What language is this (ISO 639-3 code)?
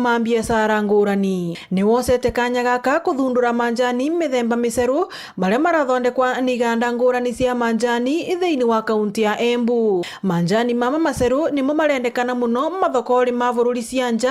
mer